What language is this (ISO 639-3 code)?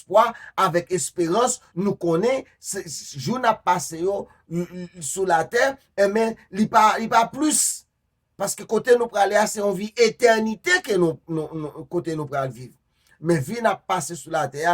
hat